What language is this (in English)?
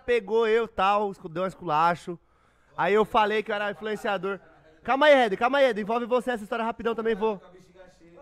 Portuguese